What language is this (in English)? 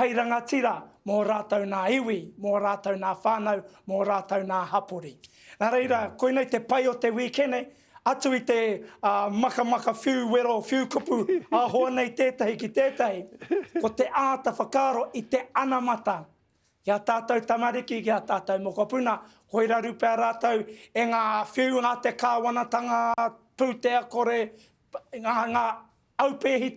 Māori